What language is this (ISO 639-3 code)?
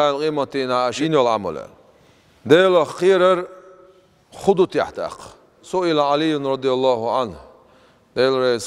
che